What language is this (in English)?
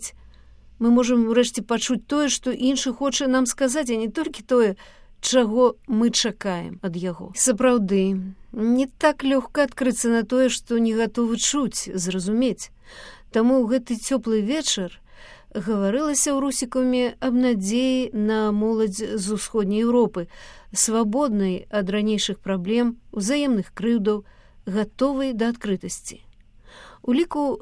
Belarusian